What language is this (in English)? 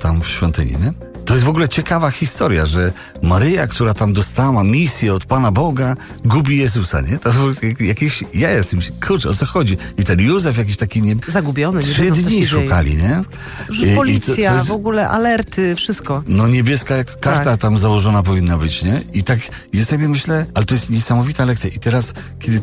Polish